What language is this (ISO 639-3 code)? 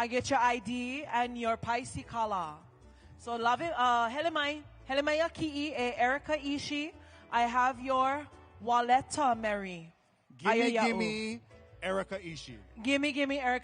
haw